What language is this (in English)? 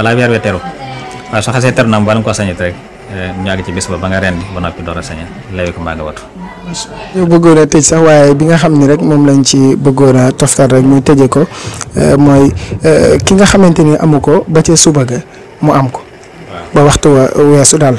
Wolof